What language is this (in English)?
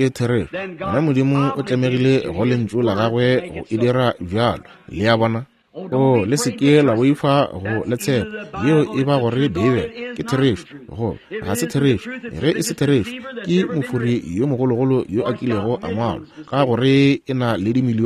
Northern Sotho